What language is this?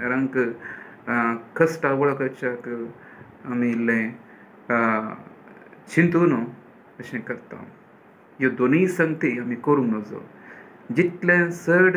Konkani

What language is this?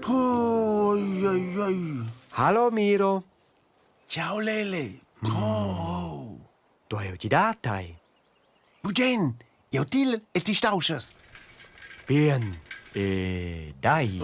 Romansh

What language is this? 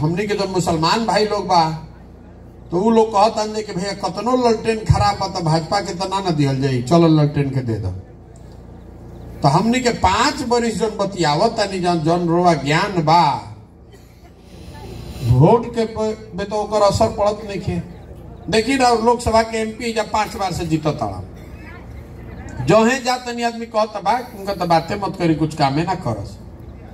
Bhojpuri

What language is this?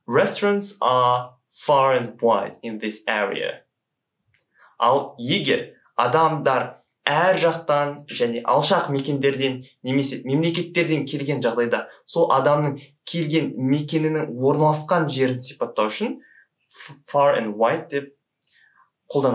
Kazakh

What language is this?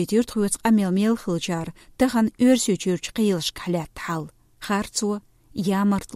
Chechen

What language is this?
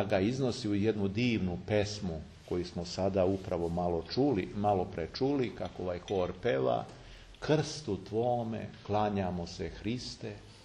Serbian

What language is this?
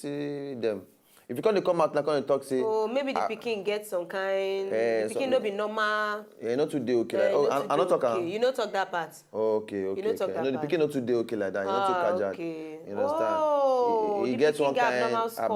Nigerian Pidgin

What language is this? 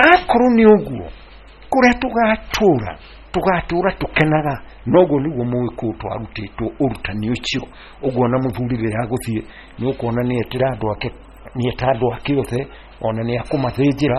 Kikuyu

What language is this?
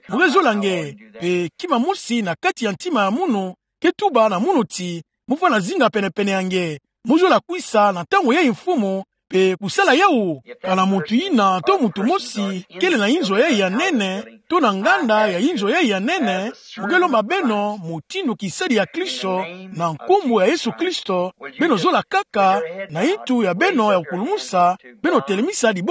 Kituba (Democratic Republic of Congo)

